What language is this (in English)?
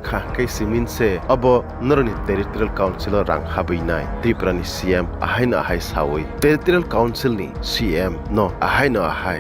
Kok Borok